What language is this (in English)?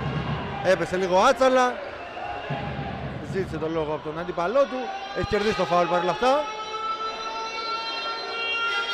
Greek